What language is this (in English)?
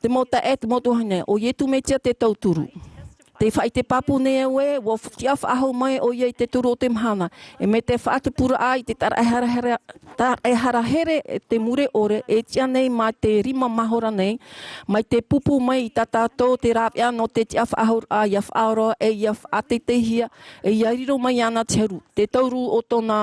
Tahitian